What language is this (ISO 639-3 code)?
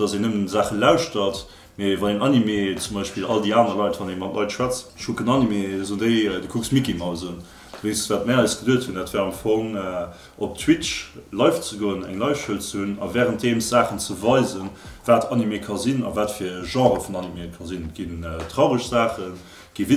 ltz